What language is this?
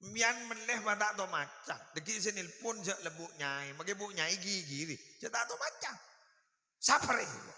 Madurese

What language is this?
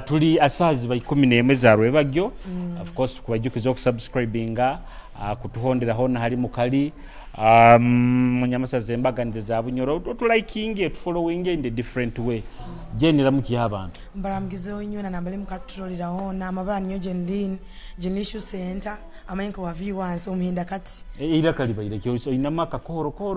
Nyoro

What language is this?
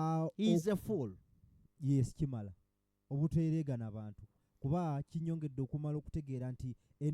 Ganda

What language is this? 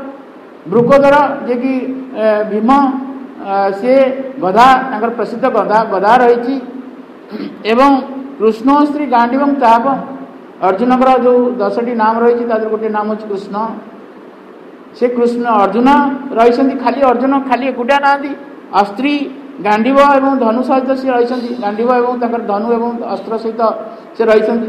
Odia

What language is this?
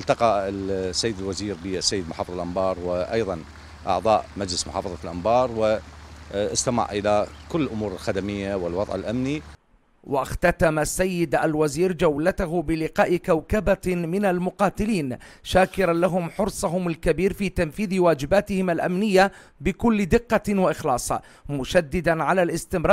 Arabic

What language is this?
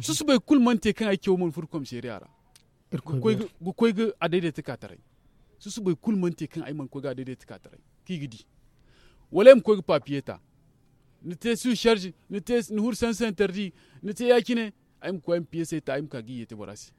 Zarma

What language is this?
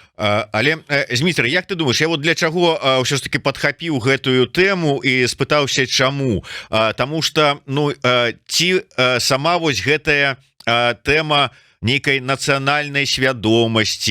Belarusian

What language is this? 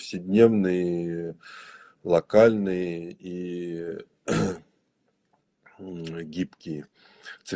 Russian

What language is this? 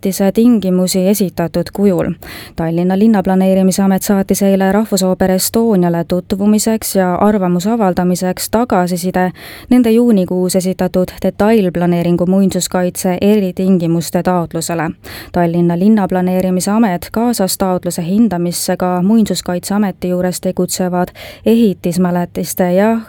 Estonian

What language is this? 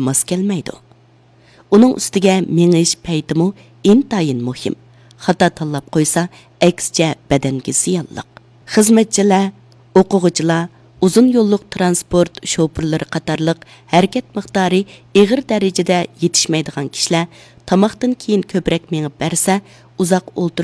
Uyghur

